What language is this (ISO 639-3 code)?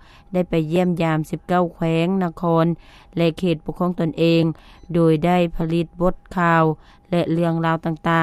lao